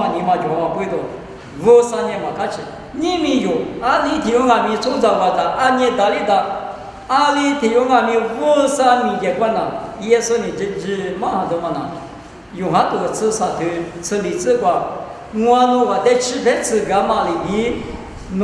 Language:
Lisu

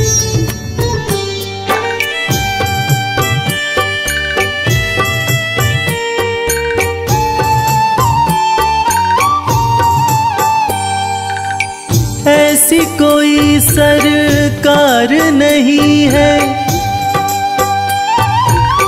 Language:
Hindi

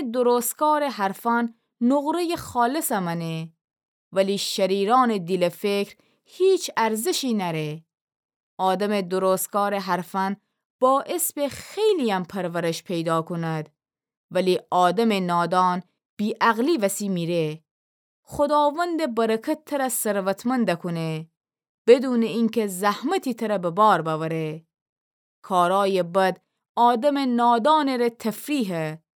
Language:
Gilaki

